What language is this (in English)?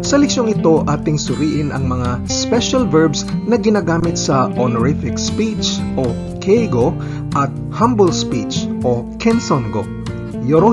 Filipino